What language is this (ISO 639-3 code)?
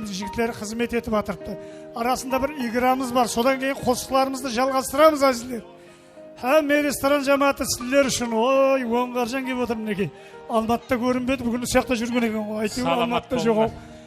kaa